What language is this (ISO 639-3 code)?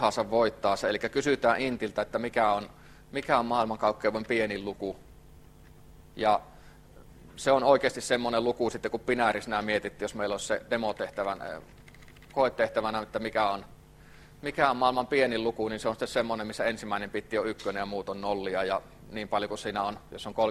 fin